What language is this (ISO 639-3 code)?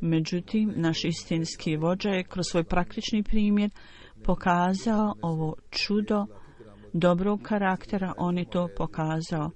bos